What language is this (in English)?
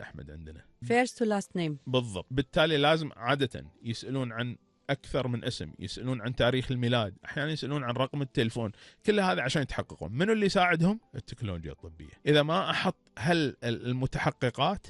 Gulf Arabic